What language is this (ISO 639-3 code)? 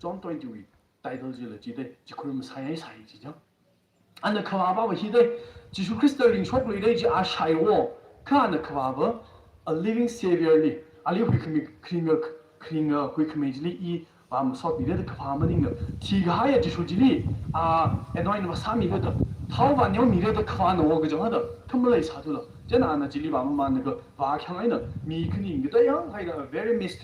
nmf